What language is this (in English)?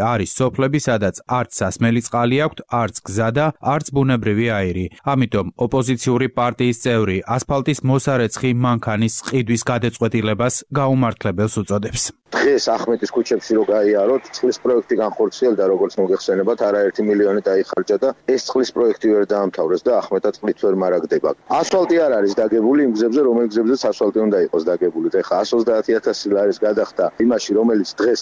Georgian